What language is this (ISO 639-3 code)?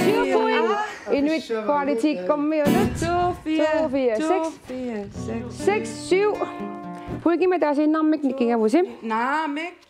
kal